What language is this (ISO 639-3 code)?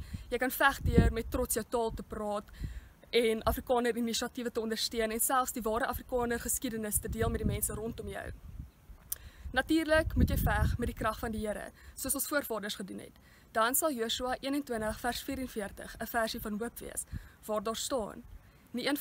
afr